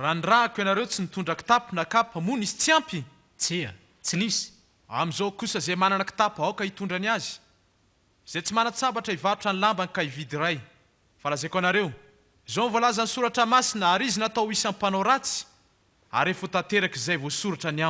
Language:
Malagasy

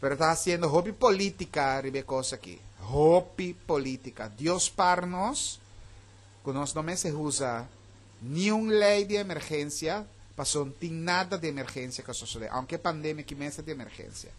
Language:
Papiamento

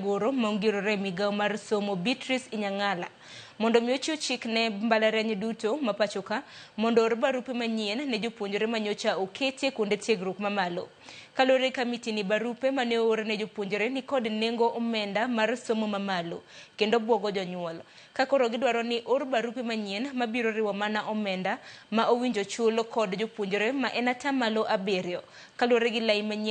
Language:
Luo (Kenya and Tanzania)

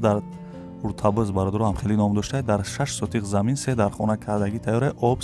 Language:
Tajik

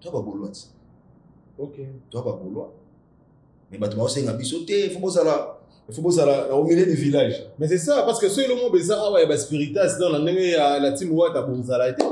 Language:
Lingala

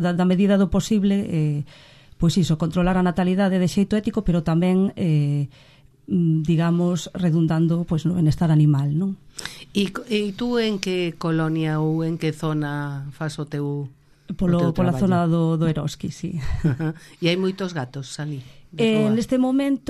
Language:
Galician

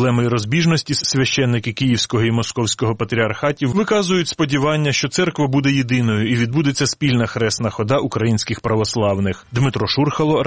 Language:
Ukrainian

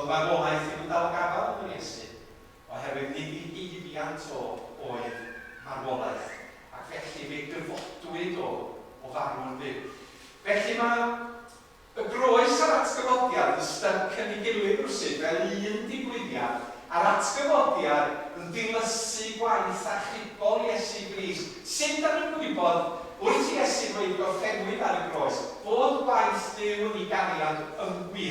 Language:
Welsh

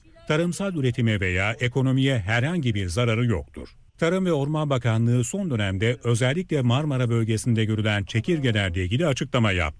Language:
Turkish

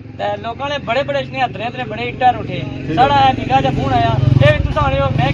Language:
Pahari-Potwari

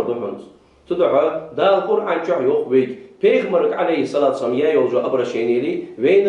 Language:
Ingush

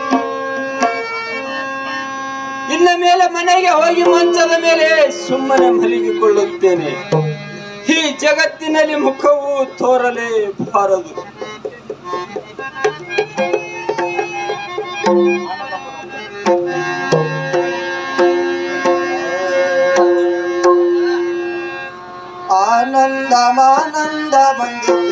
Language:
Kannada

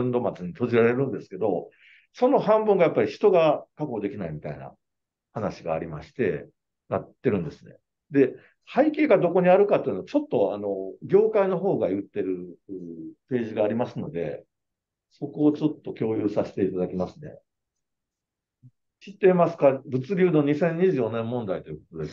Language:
Japanese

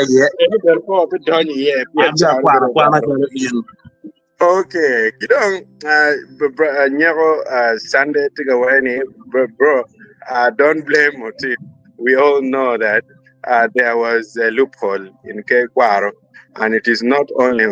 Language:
Acoli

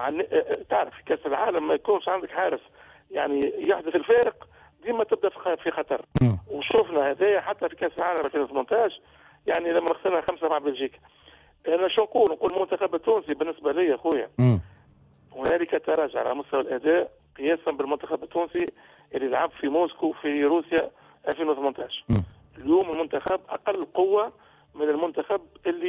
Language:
Tunisian Arabic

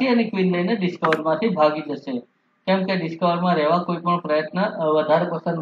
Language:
Gujarati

